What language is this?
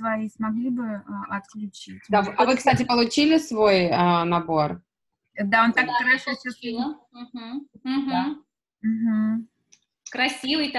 Russian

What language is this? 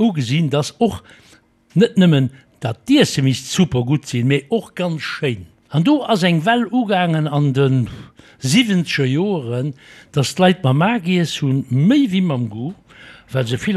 Luxembourgish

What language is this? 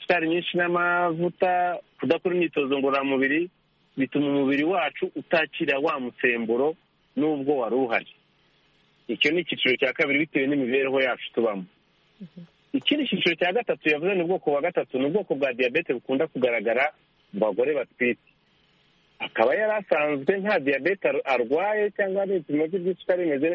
Kinyarwanda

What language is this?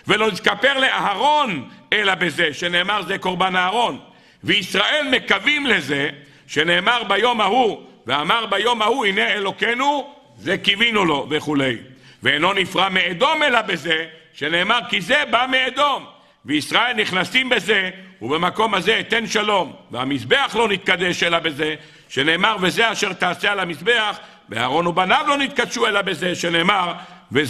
Hebrew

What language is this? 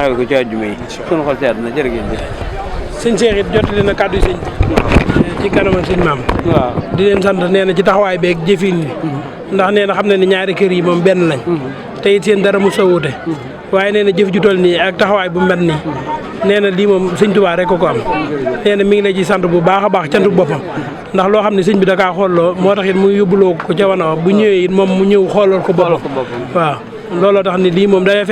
Wolof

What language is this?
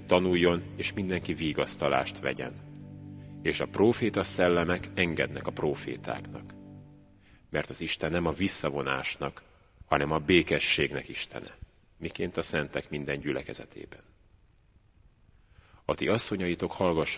Hungarian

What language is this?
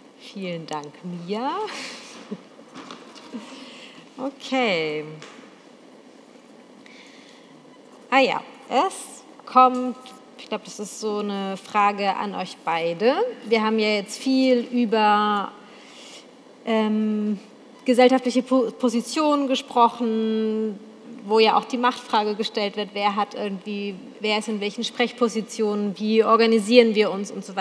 German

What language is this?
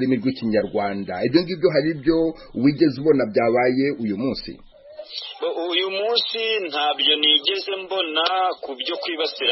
Kinyarwanda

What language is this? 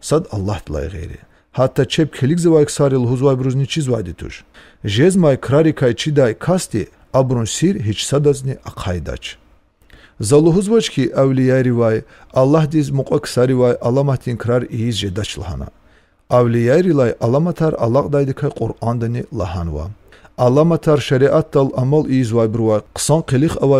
Lezghian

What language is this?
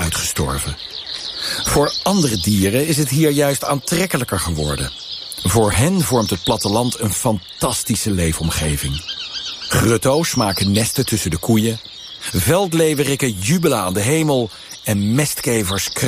Dutch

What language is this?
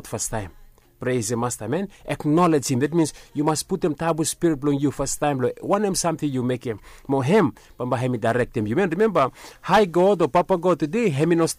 Bislama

